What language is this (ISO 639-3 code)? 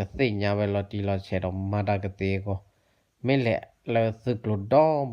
ksw